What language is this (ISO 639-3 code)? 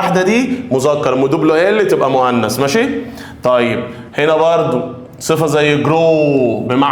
arz